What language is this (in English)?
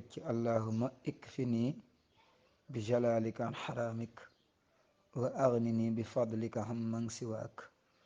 Wolof